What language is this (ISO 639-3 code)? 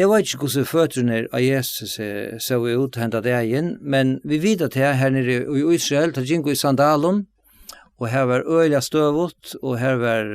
fao